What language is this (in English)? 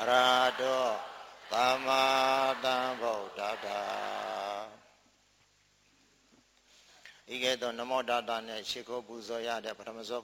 Burmese